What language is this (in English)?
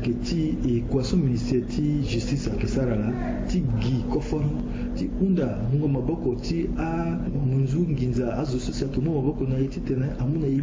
Sango